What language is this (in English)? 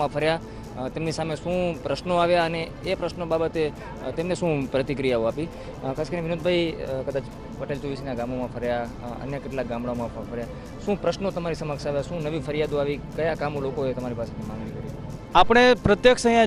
Gujarati